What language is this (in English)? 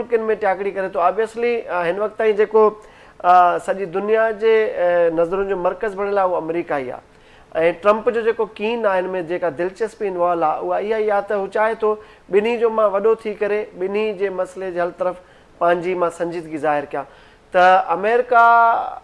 Sindhi